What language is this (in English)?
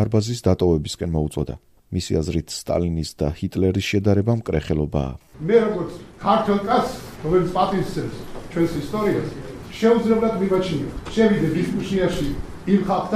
Georgian